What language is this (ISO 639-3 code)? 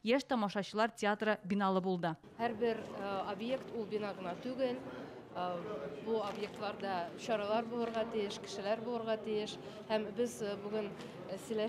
tat